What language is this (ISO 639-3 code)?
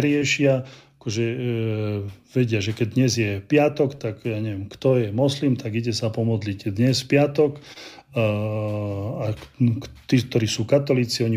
slk